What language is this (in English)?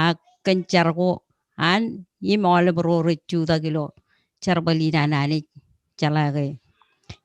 Marshallese